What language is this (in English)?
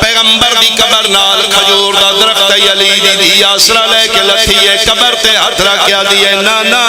Pahari-Potwari